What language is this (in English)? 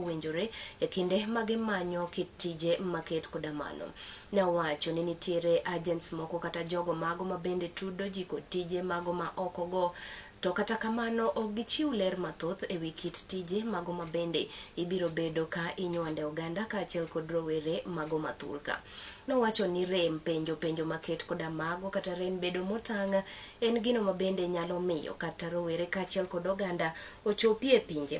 Luo (Kenya and Tanzania)